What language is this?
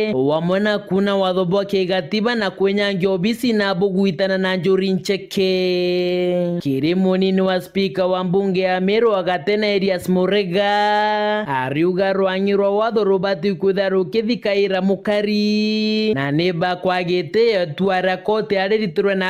Meru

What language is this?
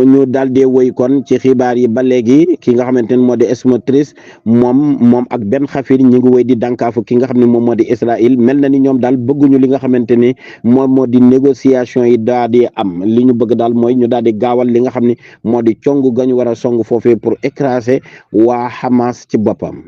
Wolof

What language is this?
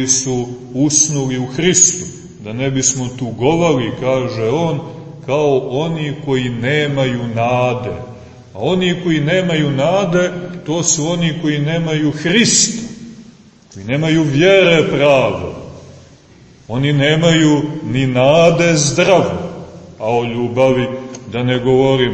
Serbian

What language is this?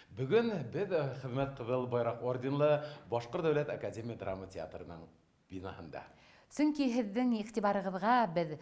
Bashkir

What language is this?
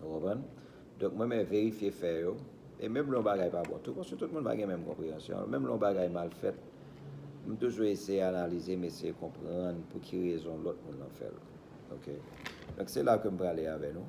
Haitian Creole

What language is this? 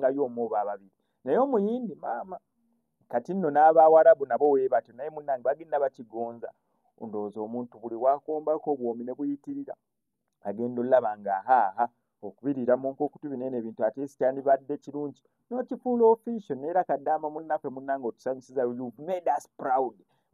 Ganda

